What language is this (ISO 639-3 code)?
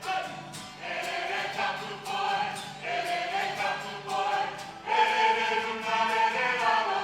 mri